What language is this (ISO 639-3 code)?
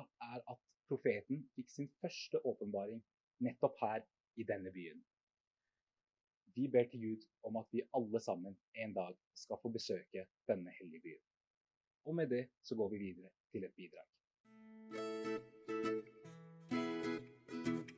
nor